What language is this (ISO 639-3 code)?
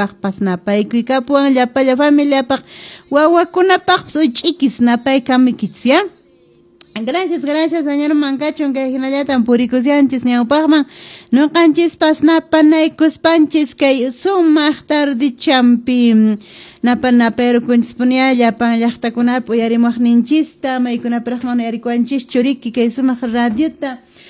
que